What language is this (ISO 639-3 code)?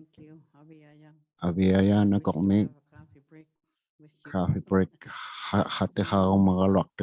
iku